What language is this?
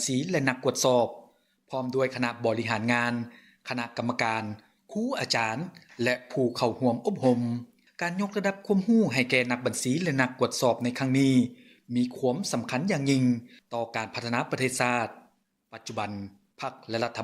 Lao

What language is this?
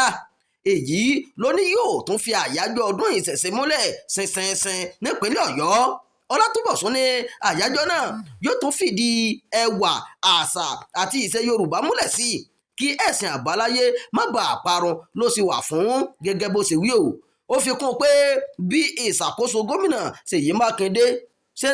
Yoruba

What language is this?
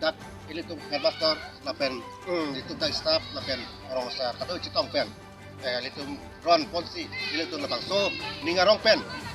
Karbi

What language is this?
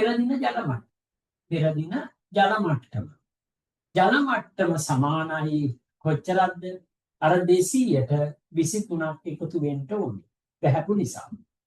Sinhala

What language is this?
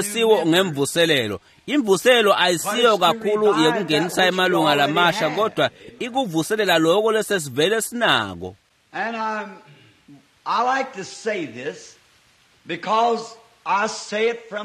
Swati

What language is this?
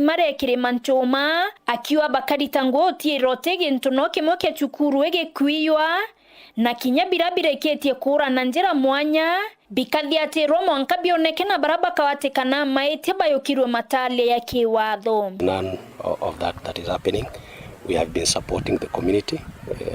Meru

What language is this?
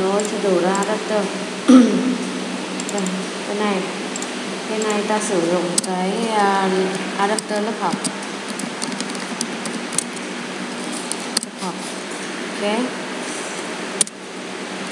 Vietnamese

